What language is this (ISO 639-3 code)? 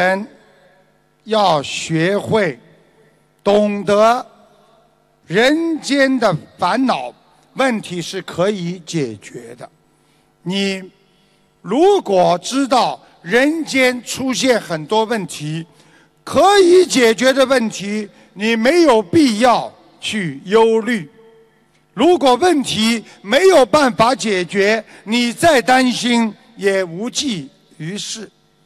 zho